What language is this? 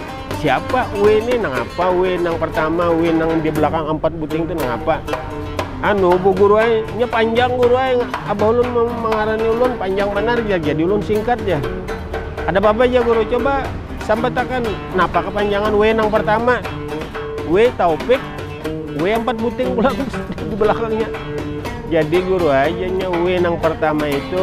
Banjar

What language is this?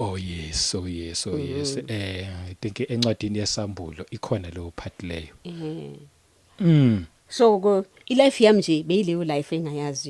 Zulu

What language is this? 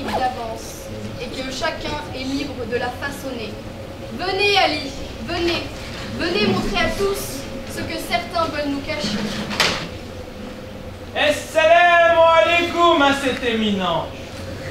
French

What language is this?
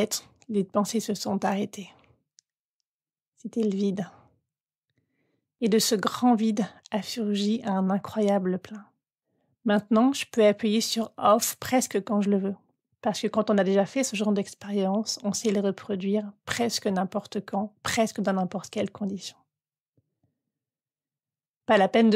French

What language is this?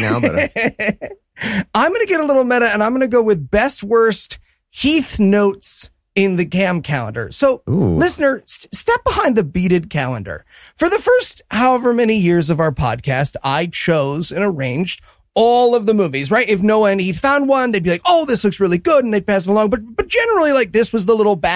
English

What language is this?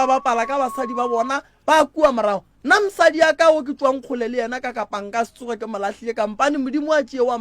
Northern Sotho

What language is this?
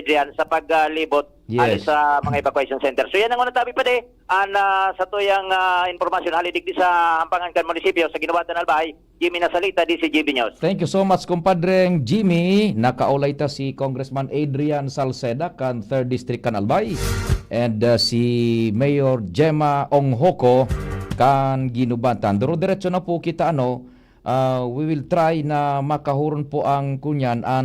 Bikol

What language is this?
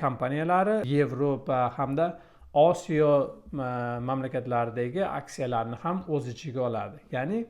Uzbek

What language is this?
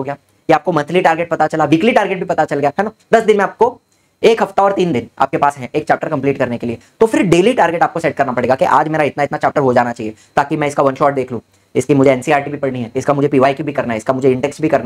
Hindi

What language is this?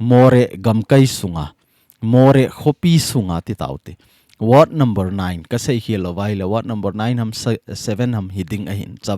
Thado Chin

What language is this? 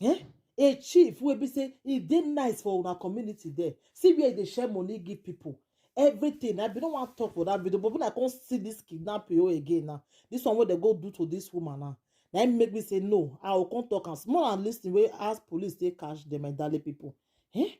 Nigerian Pidgin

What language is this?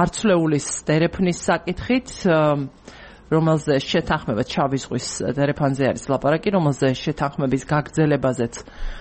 Georgian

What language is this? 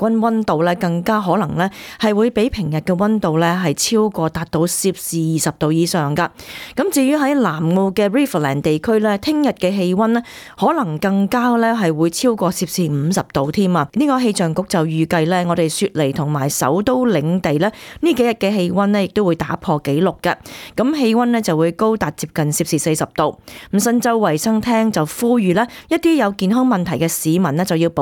Cantonese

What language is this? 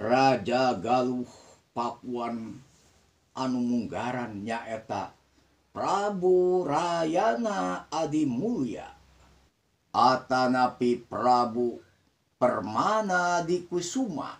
Sundanese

